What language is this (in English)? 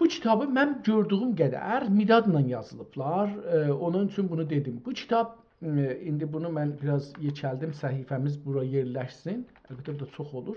South Azerbaijani